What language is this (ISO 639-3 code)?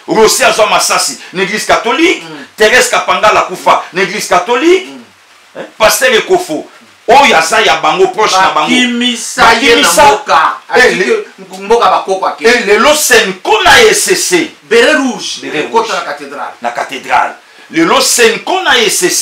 lin